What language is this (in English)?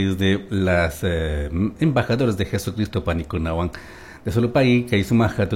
Chimborazo Highland Quichua